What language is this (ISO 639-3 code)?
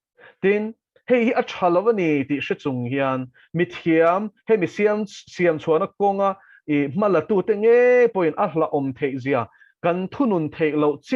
lus